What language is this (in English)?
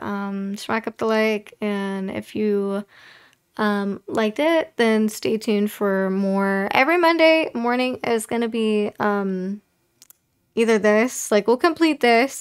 English